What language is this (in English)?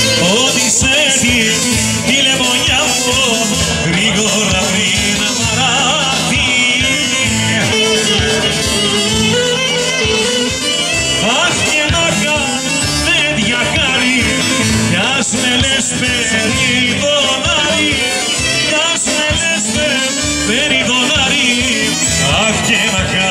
Greek